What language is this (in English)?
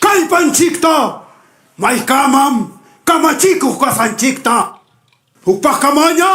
Ayacucho Quechua